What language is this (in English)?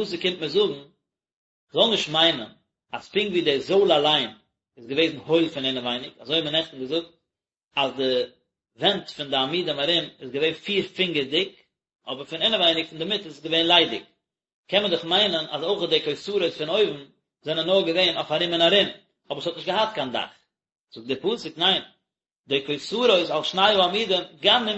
Yiddish